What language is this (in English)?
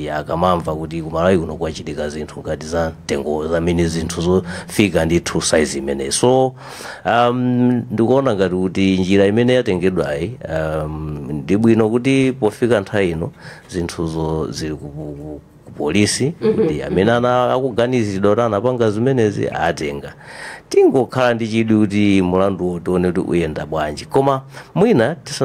Nyanja